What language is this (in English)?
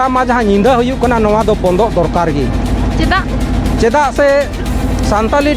Santali